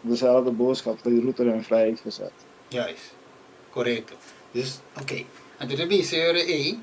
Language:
Papiamento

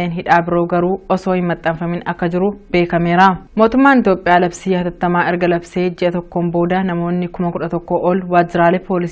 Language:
Oromo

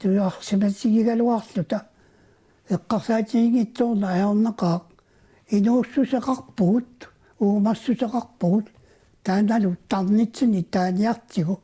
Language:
Kalaallisut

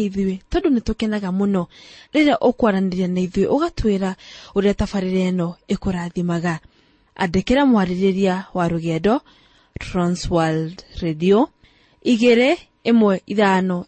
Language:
Kikuyu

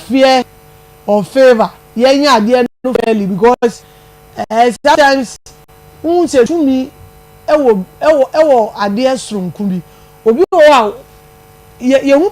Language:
Akan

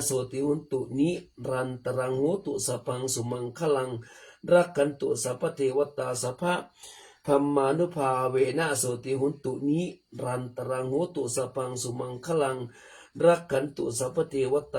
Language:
Pali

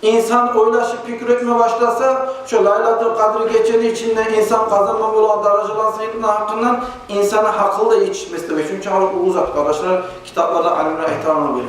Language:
Kumyk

